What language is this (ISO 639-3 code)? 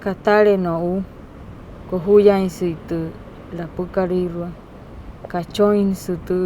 guc